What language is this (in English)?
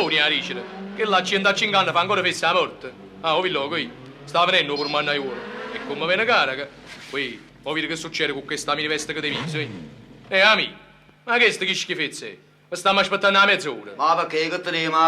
Neapolitan